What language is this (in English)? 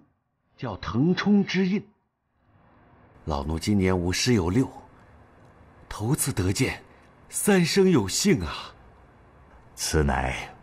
Chinese